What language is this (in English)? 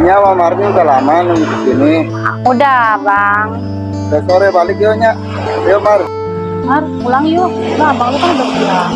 Betawi